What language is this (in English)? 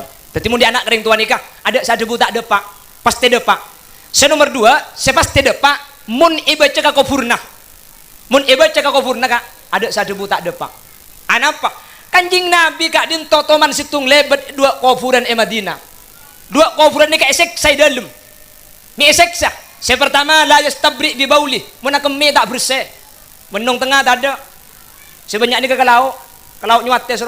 Madurese